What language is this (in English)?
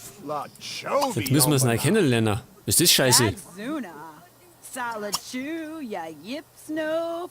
Bavarian